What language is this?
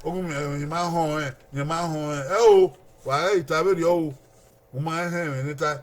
Bini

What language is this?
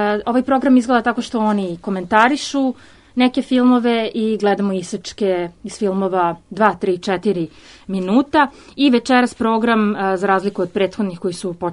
Serbian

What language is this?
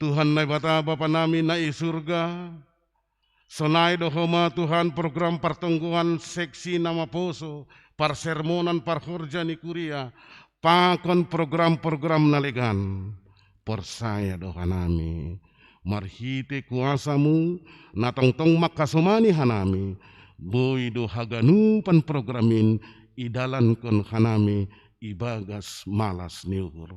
Batak Simalungun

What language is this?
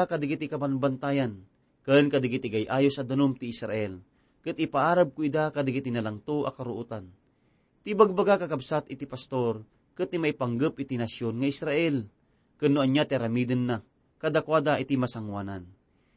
Iloko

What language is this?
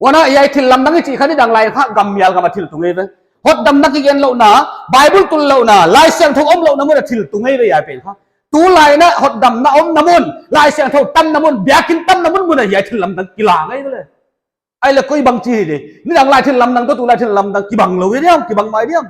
Paite Chin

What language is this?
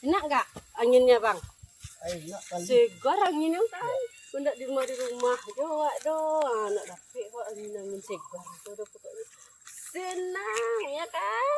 Minangkabau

